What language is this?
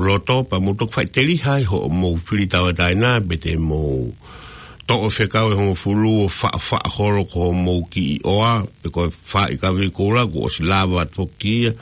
Tongan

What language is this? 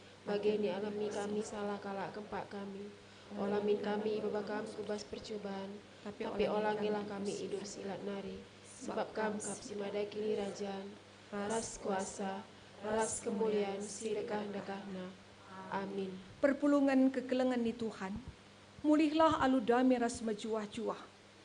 Batak Karo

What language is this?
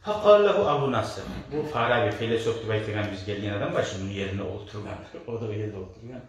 Kumyk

